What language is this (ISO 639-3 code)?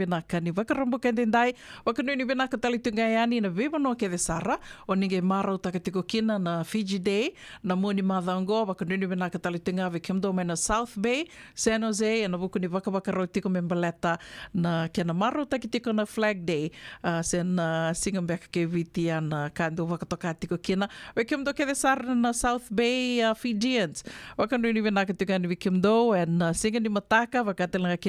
fij